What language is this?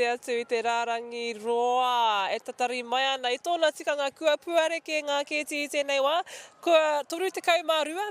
Māori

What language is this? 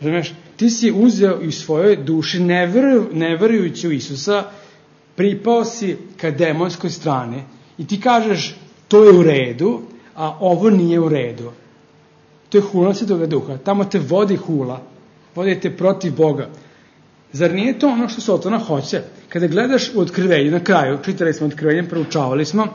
Serbian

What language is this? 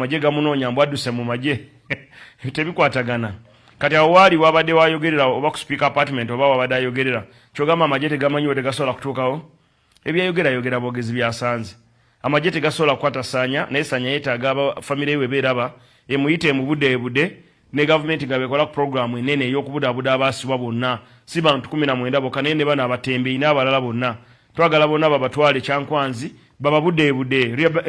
Ganda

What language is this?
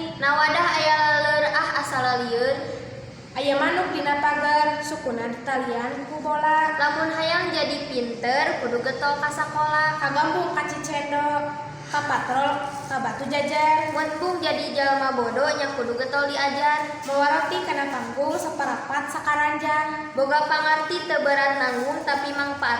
Sundanese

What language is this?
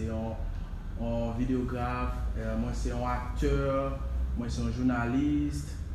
Haitian Creole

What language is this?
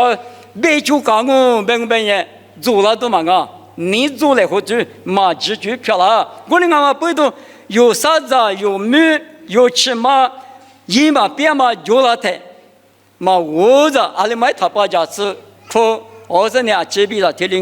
Lisu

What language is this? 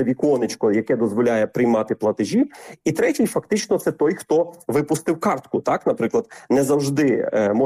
Ukrainian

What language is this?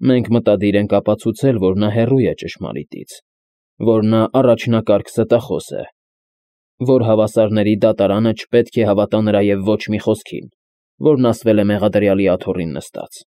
Armenian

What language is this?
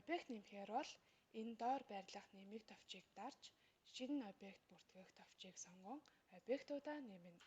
Mongolian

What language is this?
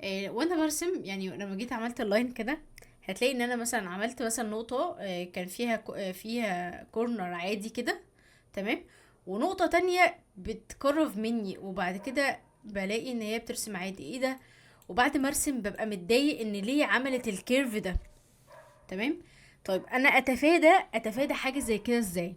Egyptian Arabic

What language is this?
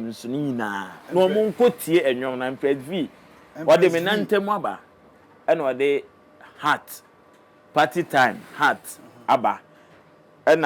Akan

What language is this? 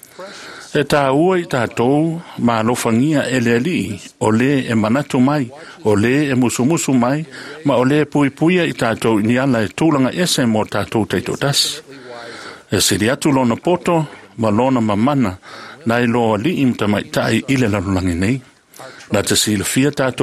Samoan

